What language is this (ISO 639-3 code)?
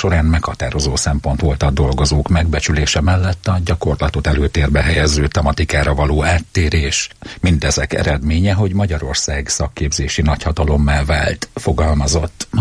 hun